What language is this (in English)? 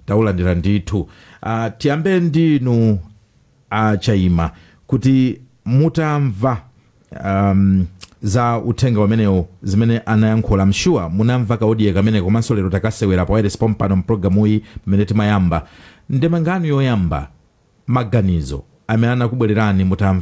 Nyanja